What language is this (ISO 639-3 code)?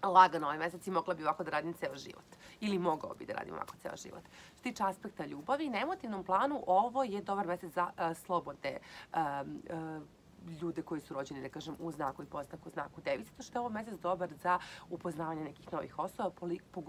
srp